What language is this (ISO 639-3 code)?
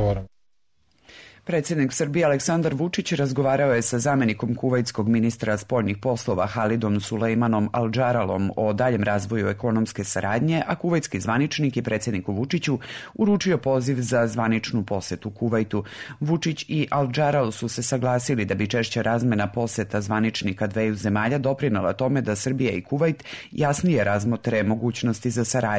srp